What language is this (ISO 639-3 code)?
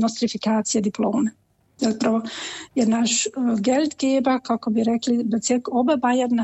hrv